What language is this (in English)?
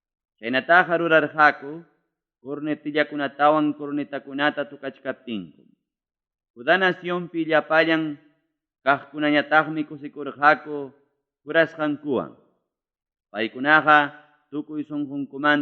Ayacucho Quechua